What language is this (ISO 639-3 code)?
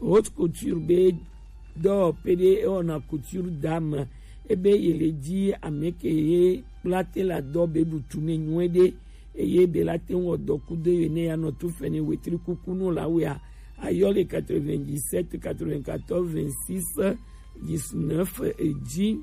gej